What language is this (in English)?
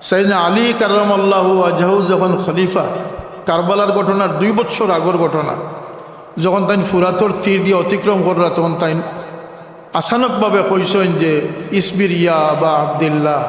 Sylheti